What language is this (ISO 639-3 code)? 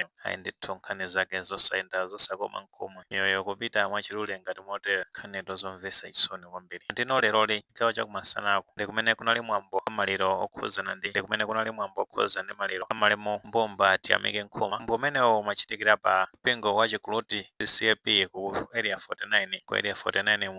nya